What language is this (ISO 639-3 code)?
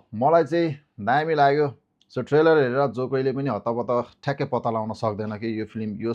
nep